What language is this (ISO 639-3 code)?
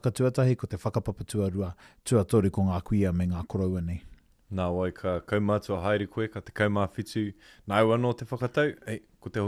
mri